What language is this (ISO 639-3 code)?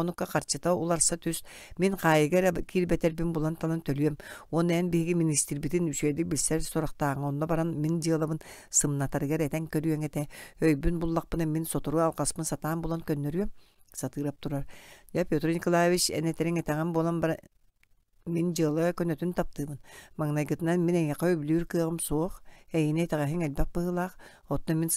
sah